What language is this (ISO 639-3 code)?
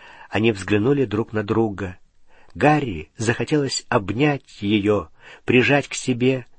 rus